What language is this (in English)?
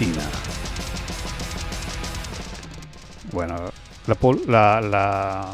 Spanish